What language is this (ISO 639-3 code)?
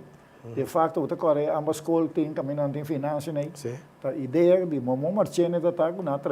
pap